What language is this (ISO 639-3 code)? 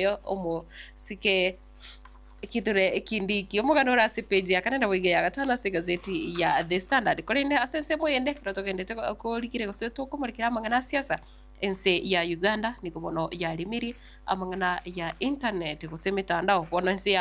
guz